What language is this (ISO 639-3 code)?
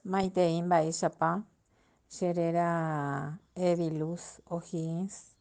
grn